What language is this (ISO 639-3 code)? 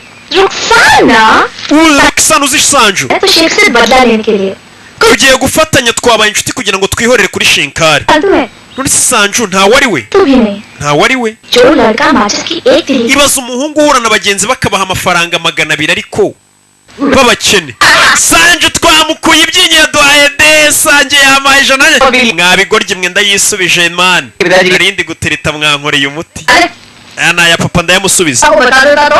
kin